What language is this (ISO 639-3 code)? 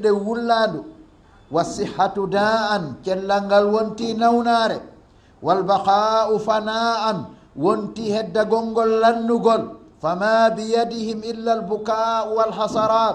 ful